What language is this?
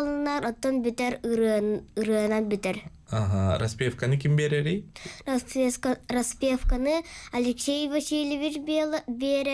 Yakut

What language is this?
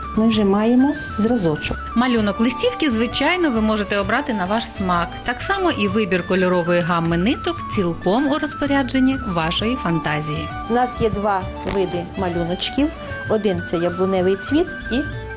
Ukrainian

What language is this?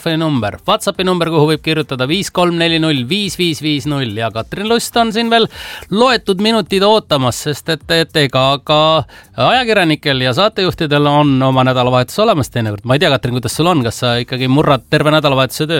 Estonian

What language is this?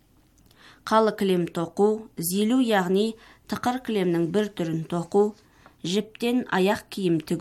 Kazakh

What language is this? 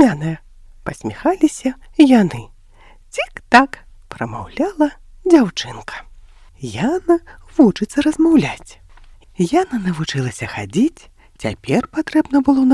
Belarusian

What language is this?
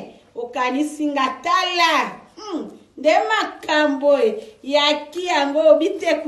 Lingala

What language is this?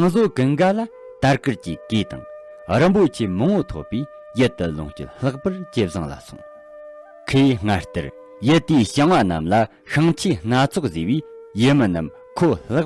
Tibetan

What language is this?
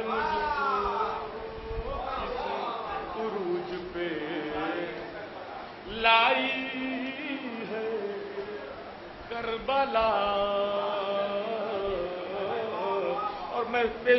Urdu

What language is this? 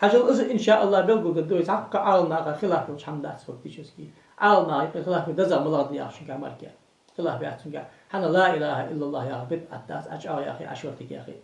Ingush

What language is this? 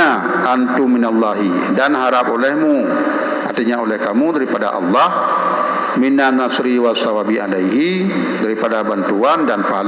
Achinese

